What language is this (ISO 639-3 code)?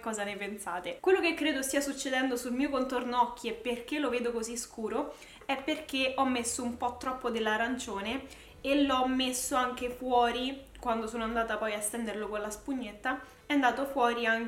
ita